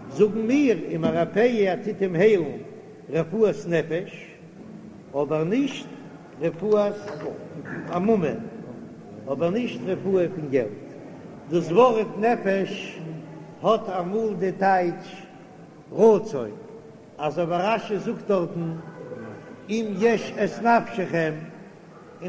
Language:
Yiddish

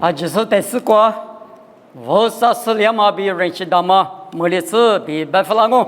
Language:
Lisu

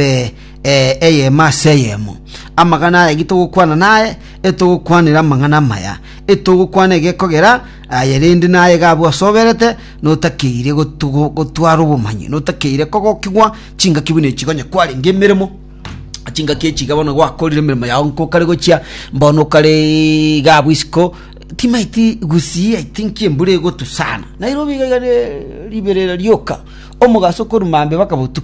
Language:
Gusii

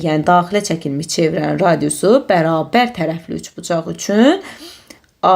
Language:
Azerbaijani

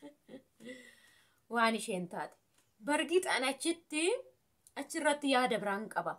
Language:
Oromo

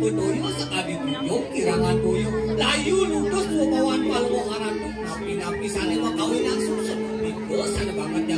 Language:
Balinese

